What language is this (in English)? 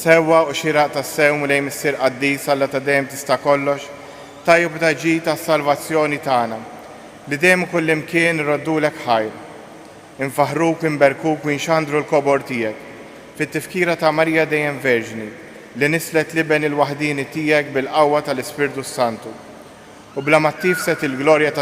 Maltese